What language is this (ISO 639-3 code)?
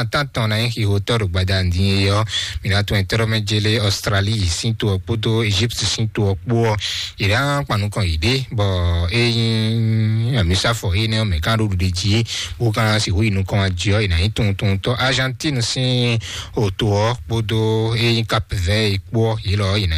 fon